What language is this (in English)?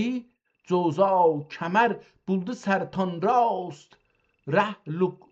South Azerbaijani